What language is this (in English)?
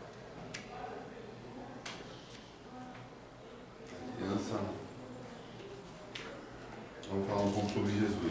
Portuguese